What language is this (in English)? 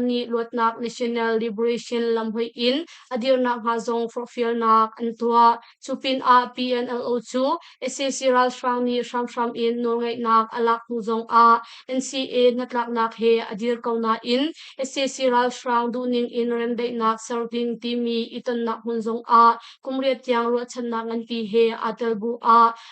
Hakha Chin